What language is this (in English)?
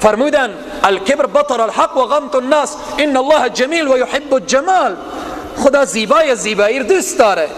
Persian